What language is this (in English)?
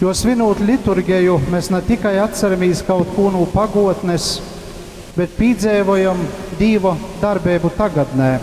Latgalian